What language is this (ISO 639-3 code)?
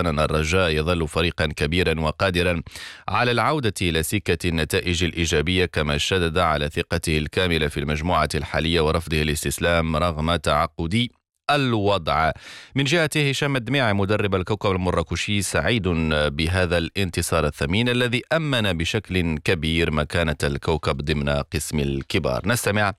ara